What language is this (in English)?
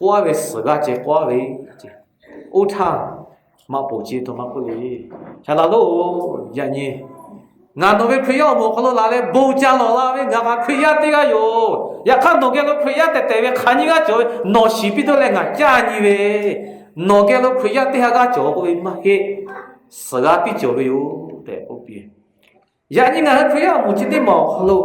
Lahu